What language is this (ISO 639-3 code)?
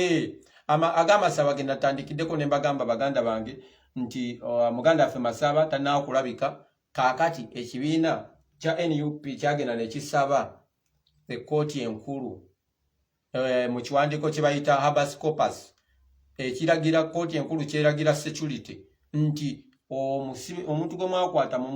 lug